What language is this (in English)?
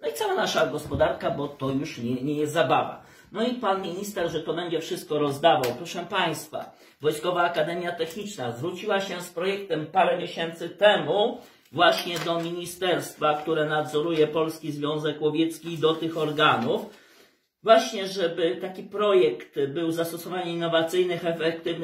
Polish